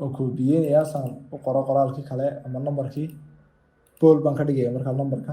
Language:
Somali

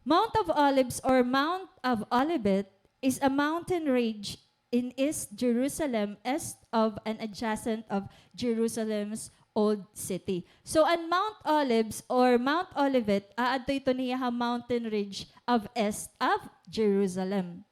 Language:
Waray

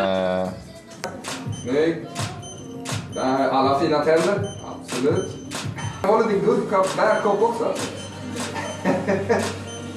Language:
Swedish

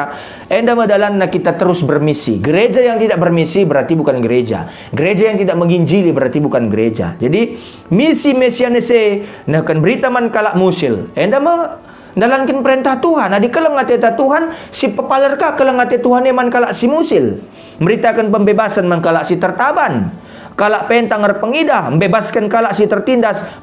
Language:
Batak Karo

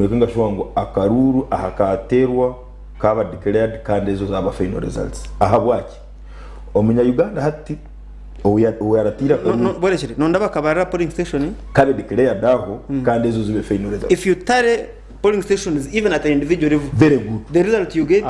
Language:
Nyankole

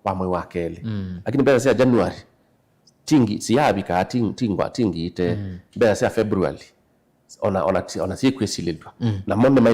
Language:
Kamba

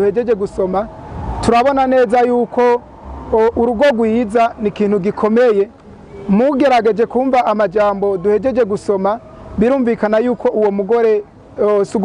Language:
Rundi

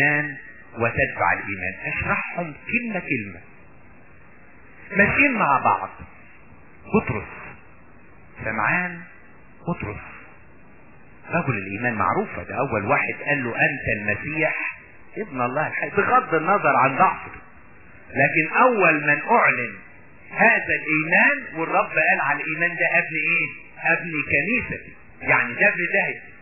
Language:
Egyptian Arabic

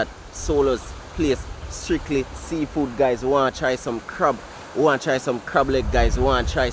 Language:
Jamaican Creole English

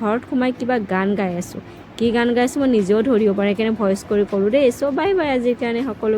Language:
Assamese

